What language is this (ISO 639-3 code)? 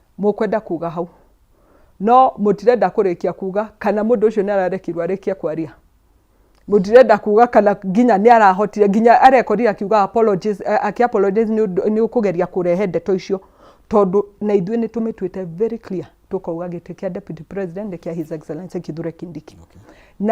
kik